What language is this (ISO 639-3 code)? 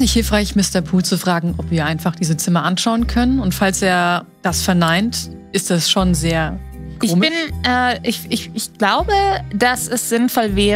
deu